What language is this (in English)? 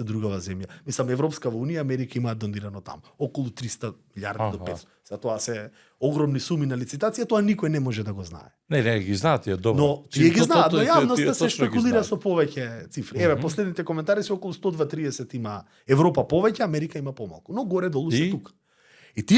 Macedonian